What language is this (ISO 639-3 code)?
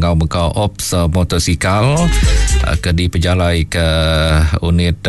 iba